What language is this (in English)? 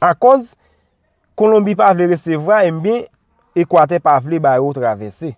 Haitian Creole